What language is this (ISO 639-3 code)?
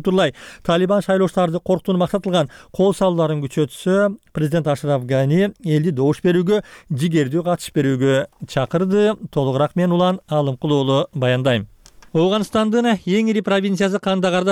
kir